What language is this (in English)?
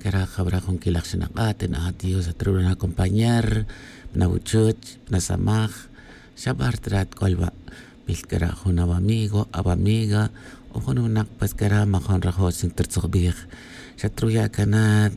Tz'utujil